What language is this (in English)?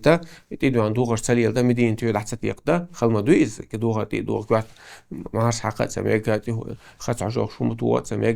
Chechen